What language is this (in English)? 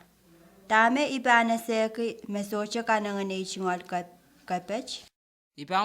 Pohnpeian